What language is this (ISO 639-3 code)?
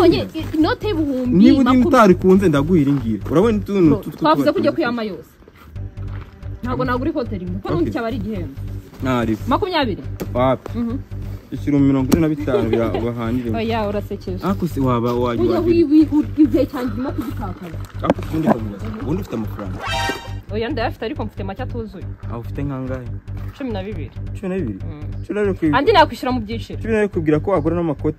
kin